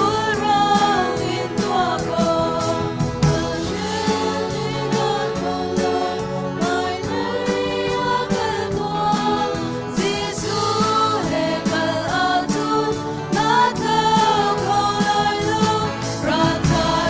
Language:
Hakha Chin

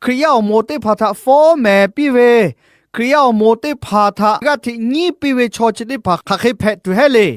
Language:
Lahu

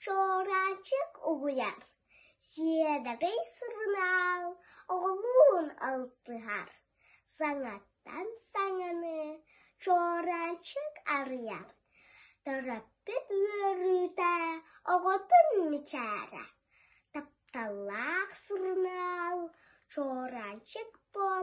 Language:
Yakut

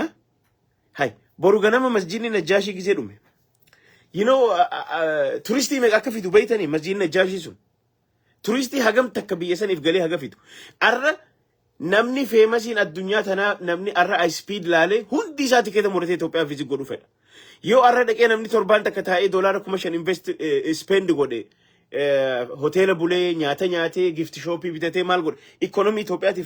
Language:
Oromo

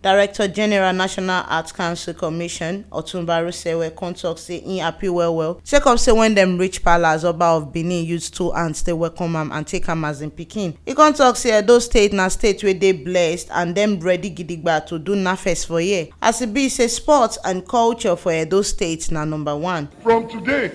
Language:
Nigerian Pidgin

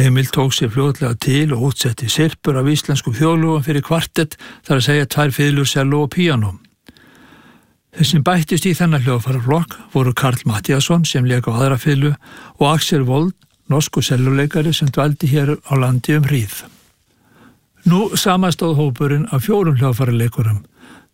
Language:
Icelandic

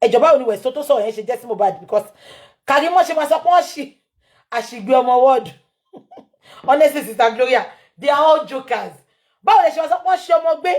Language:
Yoruba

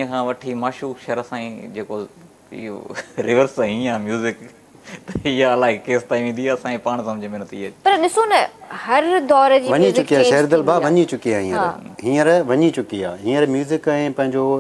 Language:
Sindhi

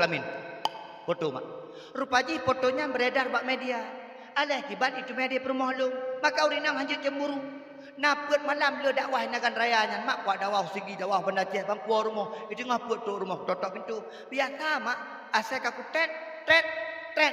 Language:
Achinese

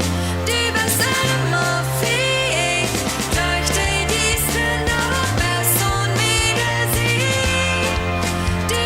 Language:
Plautdietsch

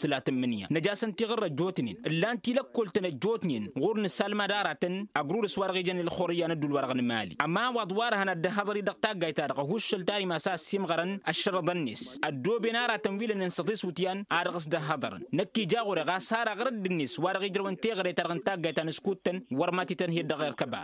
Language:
Tamasheq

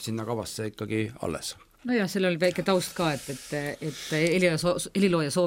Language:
Estonian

